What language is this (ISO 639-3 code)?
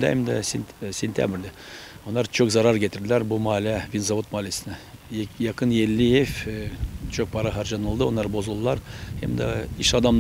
gag